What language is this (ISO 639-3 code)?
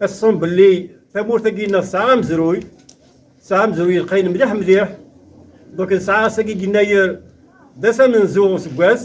kab